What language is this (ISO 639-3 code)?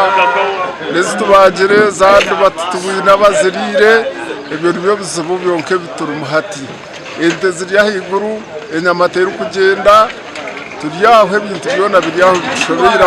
nyn